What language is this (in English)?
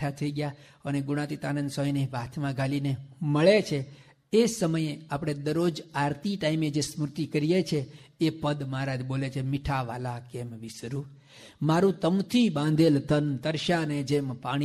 Gujarati